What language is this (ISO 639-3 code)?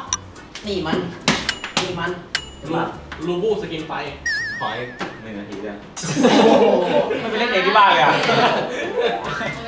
tha